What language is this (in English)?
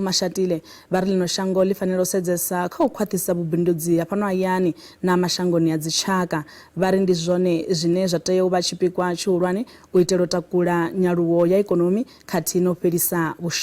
Venda